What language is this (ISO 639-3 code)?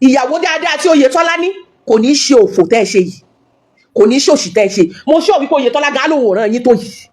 yor